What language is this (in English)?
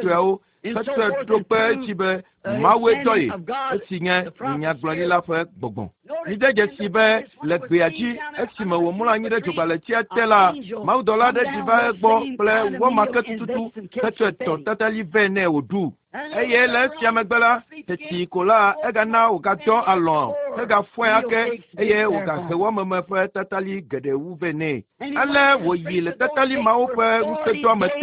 Ewe